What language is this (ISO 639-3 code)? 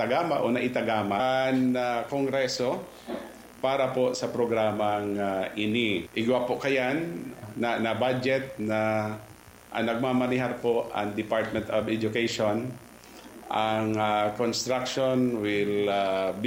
bik